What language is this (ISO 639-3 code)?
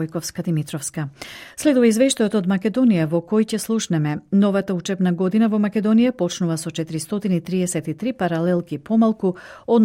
mkd